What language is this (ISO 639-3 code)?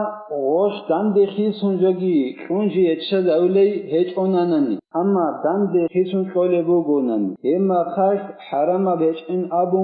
ava